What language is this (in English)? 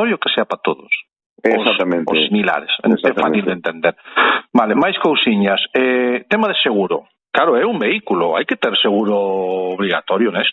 Galician